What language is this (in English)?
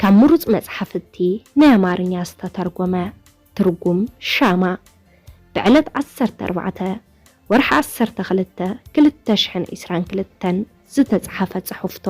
Tigrinya